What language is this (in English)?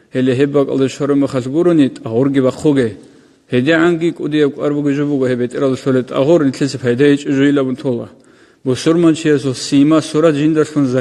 Avaric